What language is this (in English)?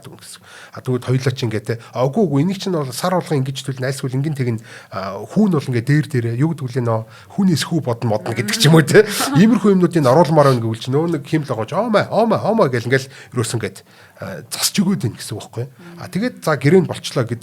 Mongolian